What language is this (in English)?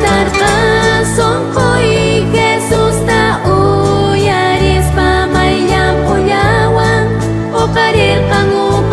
South Bolivian Quechua